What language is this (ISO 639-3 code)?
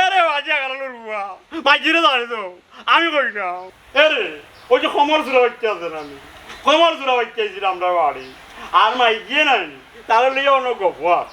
syl